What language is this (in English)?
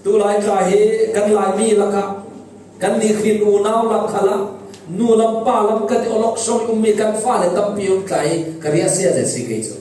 Falam Chin